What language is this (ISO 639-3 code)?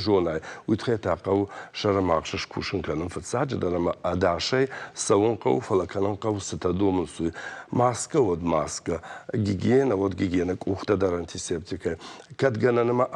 oss